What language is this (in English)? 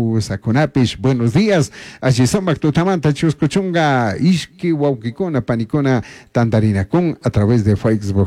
Chimborazo Highland Quichua